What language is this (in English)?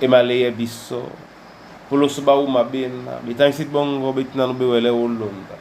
Duala